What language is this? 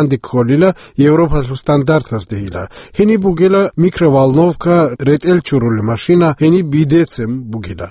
Avaric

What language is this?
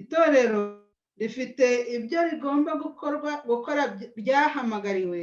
Kinyarwanda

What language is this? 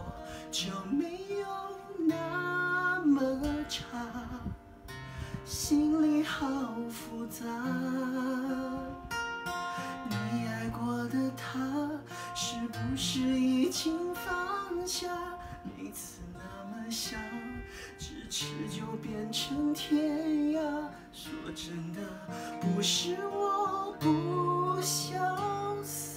Chinese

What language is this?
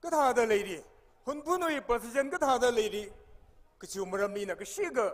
Tangkhul Naga (India)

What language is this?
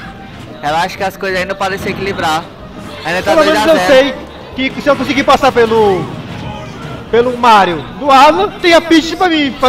Portuguese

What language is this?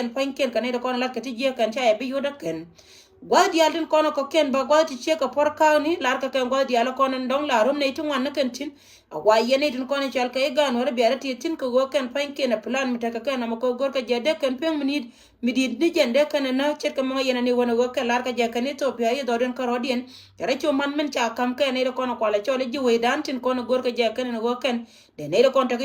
Nuer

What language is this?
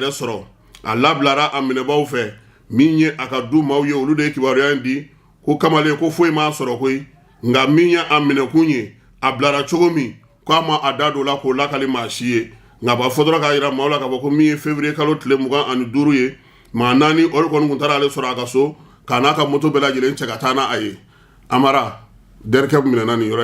Bambara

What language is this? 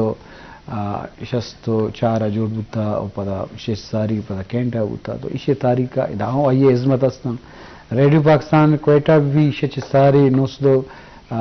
Baluchi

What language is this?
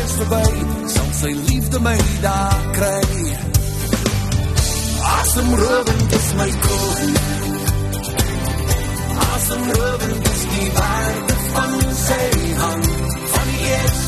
Afrikaans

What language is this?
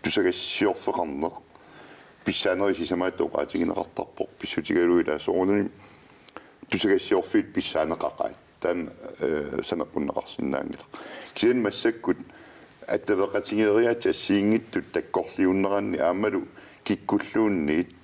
Kalaallisut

